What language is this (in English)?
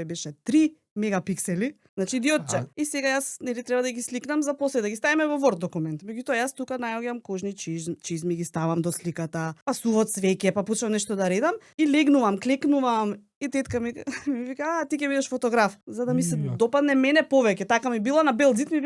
Macedonian